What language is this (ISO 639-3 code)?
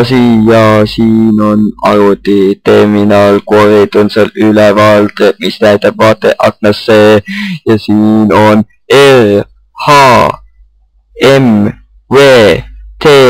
est